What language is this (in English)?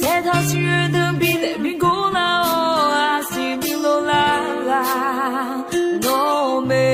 Akha